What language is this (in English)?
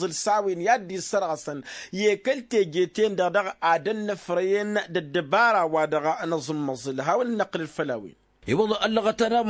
Tamasheq